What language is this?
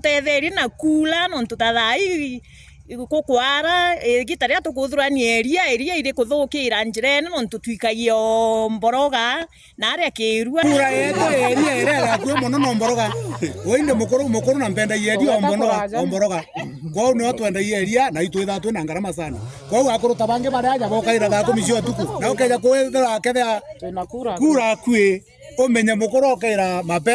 Meru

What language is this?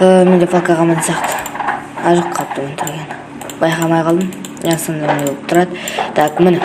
Kazakh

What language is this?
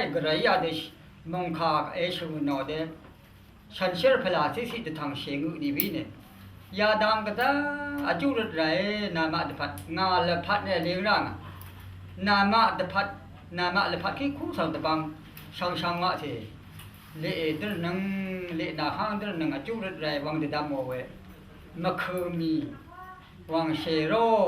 Rawang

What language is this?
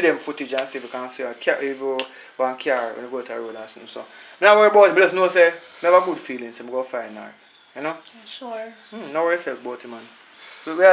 Jamaican Creole English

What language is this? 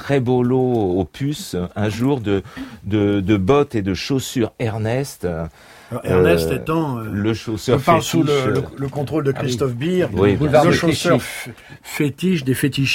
French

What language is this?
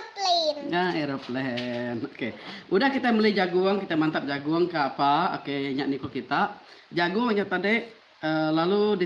Iban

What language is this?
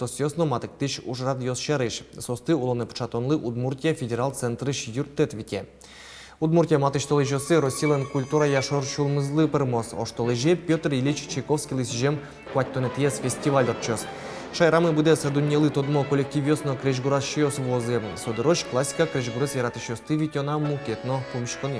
Udmurt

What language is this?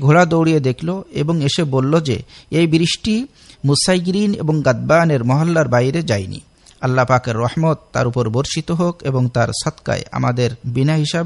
Bangla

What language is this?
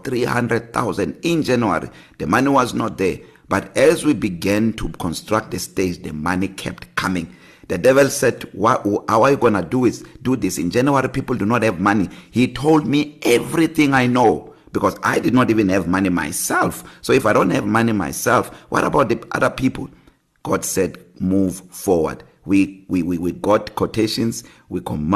English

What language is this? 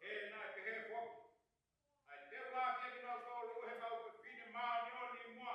Tongan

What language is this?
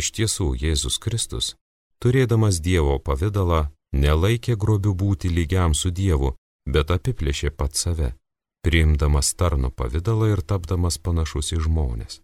Lithuanian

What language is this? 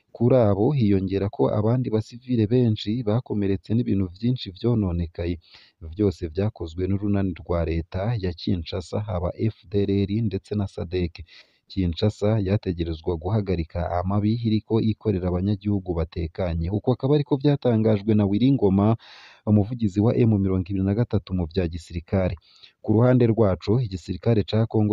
Rundi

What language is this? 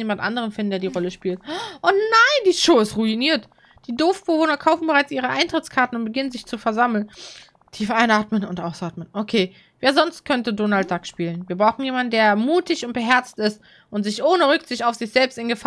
German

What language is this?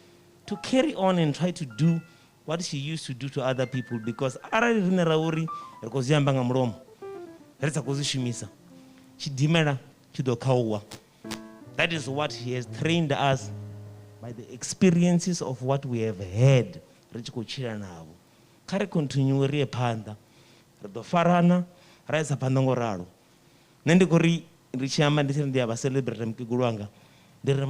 Venda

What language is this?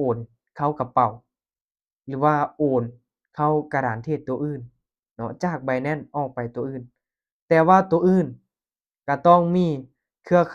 Lao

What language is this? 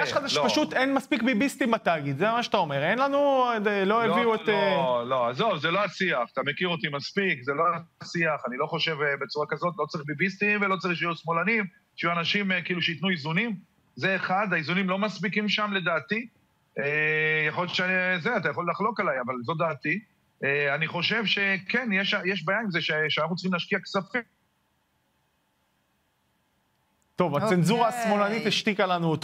Hebrew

